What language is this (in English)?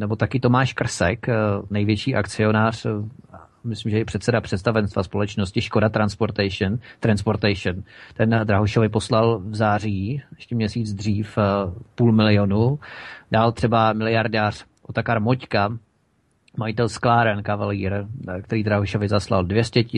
Czech